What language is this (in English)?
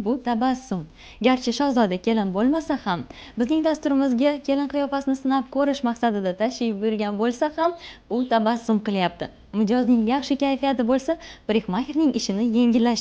Uzbek